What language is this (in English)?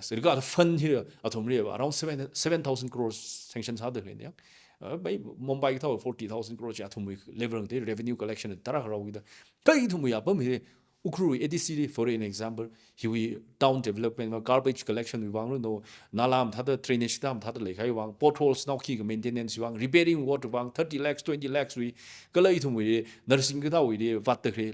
Tangkhul Naga (India)